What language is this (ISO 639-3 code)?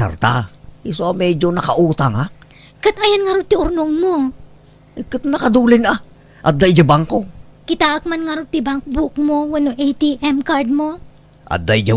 ilo